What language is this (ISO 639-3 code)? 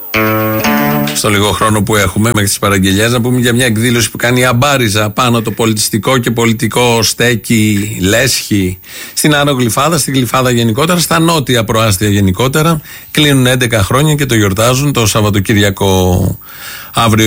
ell